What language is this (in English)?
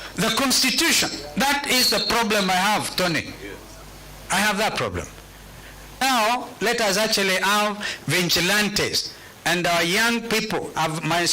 Kamba